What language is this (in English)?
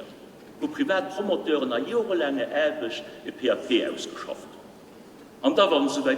Luxembourgish